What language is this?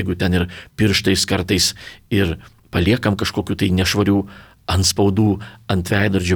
Lithuanian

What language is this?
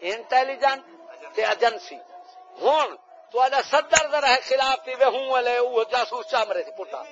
Saraiki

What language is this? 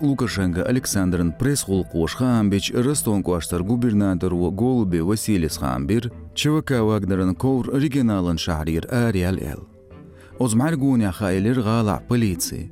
Chechen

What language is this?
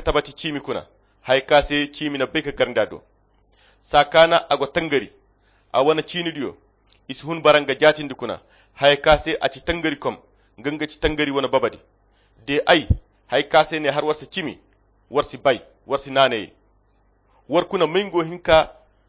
Koyra Chiini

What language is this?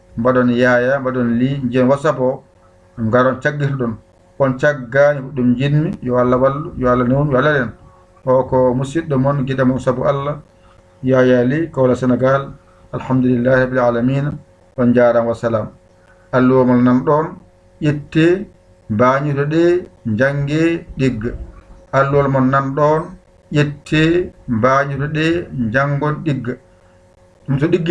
Fula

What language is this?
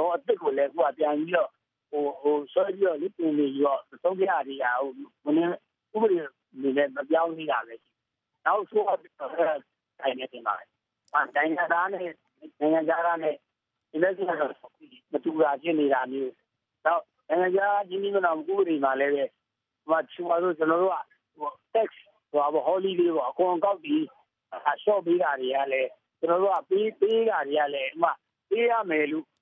Burmese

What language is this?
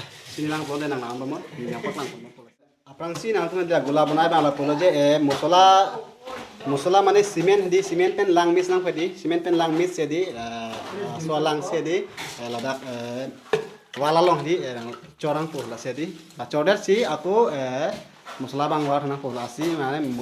Karbi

